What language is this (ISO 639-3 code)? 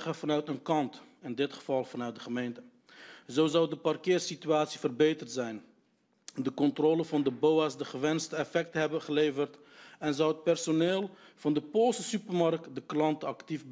nld